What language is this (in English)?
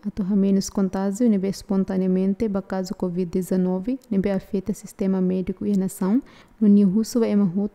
Tetum